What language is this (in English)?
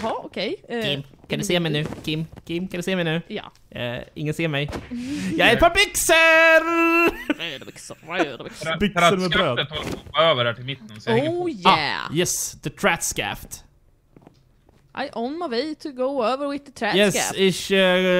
Swedish